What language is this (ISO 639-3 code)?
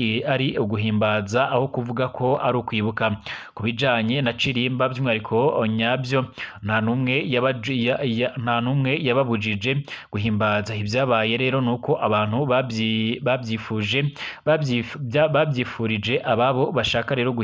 run